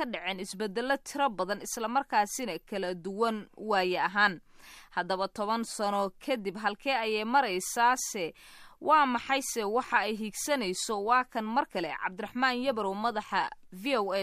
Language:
Somali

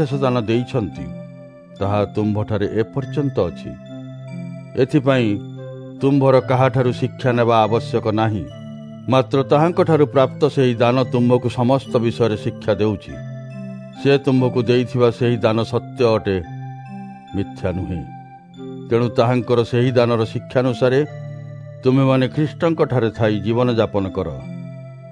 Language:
Odia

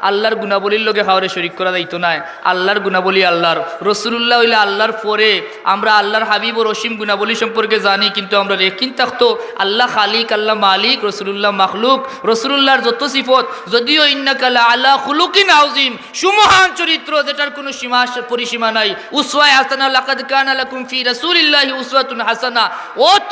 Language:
Sylheti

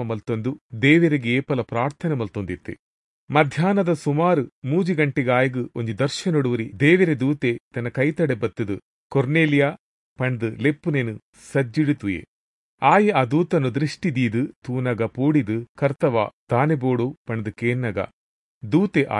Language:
Tulu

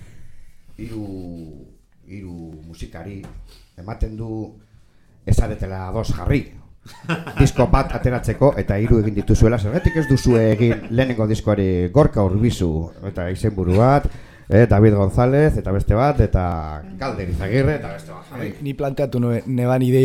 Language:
Basque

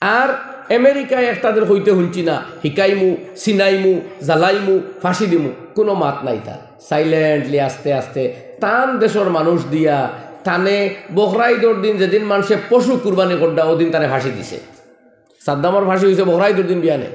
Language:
Sylheti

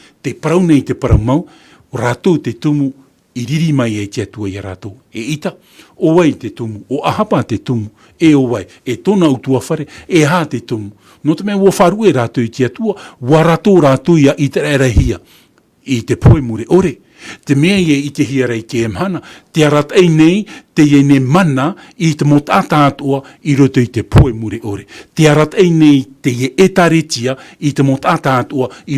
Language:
Tahitian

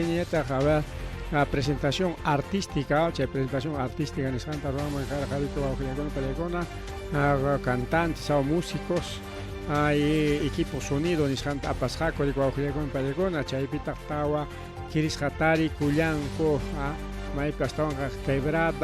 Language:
Ayacucho Quechua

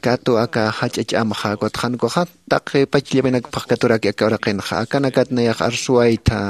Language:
Aymara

